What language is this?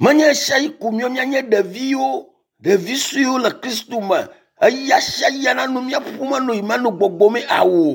Ewe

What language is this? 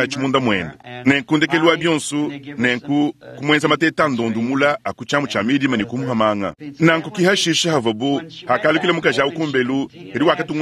Luba-Lulua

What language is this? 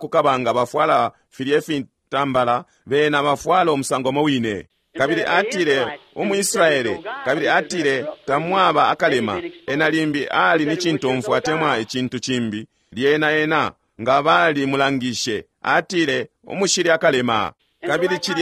Bemba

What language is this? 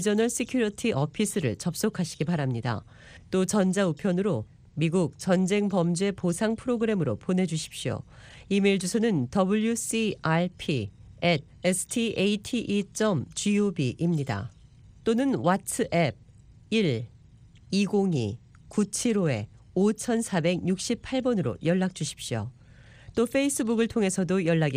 Korean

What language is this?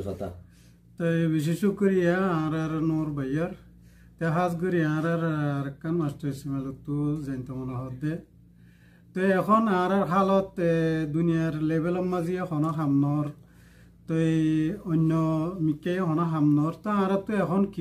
Rohingya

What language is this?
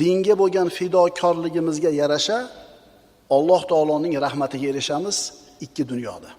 Uzbek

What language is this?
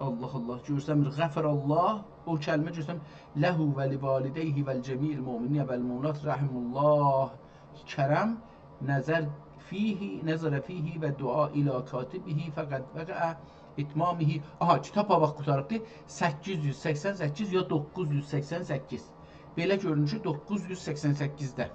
South Azerbaijani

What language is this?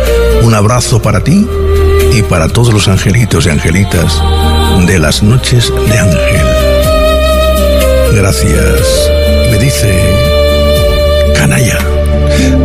Spanish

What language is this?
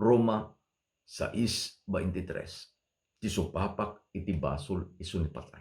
Iloko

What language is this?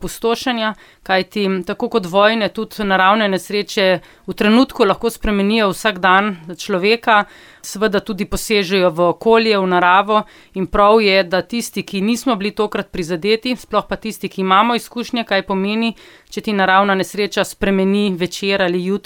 Slovenian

